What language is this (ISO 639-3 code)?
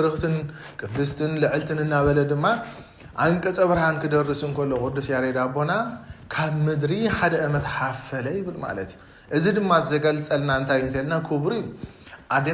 tir